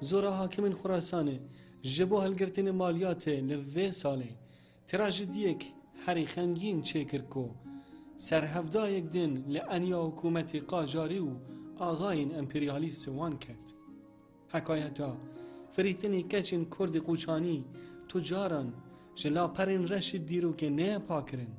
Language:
Kurdish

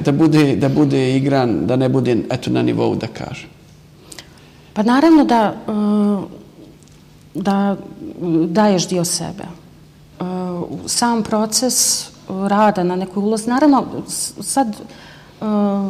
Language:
Bosnian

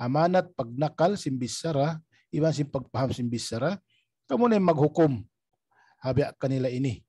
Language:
Tausug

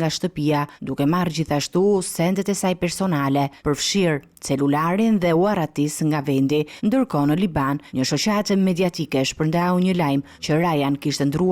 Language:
Albanian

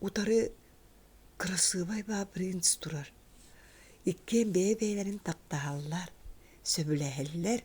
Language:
Yakut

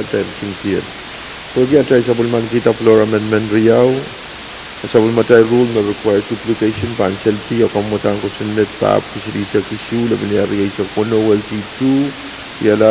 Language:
Pohnpeian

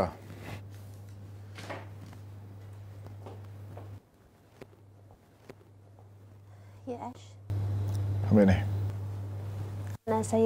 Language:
Malay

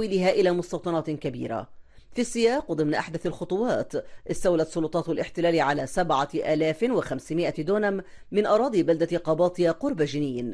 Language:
Arabic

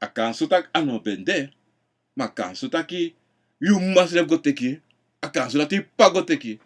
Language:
Sranan Tongo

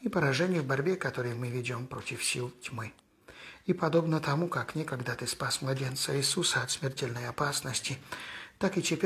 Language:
Russian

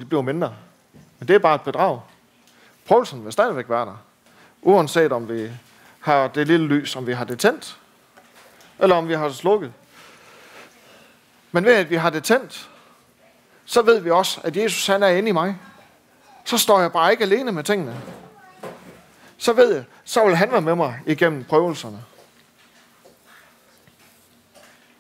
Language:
Danish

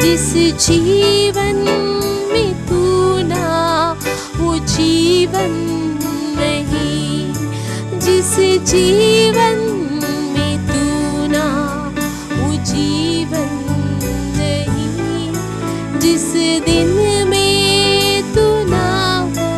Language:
Konkani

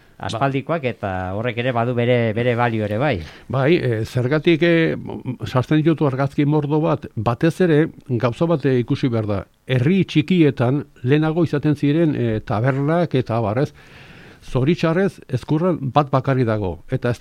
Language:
Basque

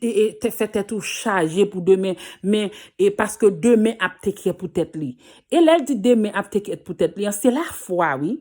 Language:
Haitian Creole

